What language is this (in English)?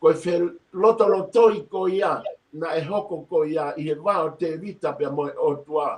Tongan